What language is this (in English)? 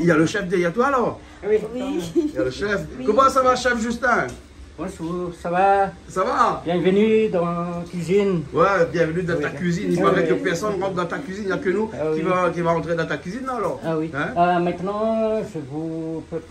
Réunion Creole French